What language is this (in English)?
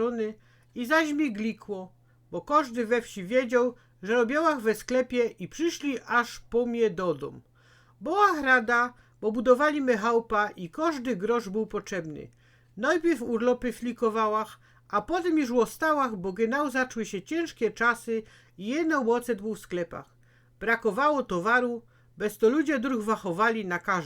Silesian